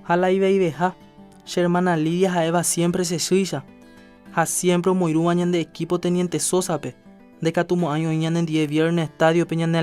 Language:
Guarani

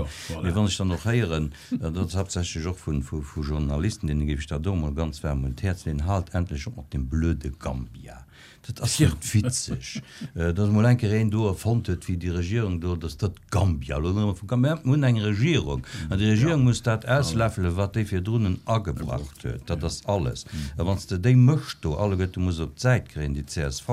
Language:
Luxembourgish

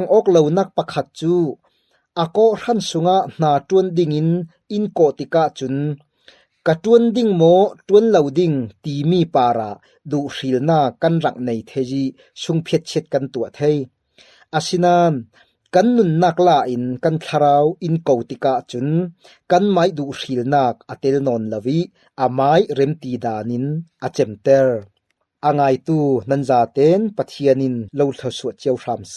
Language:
Falam Chin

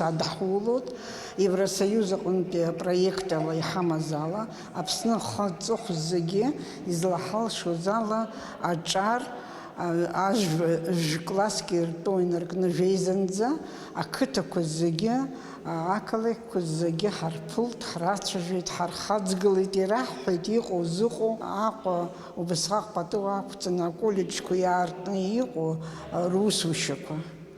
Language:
Abkhazian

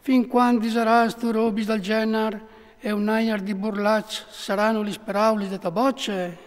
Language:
Friulian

